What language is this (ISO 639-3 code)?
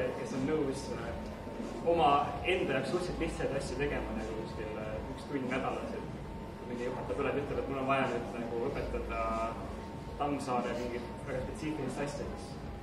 est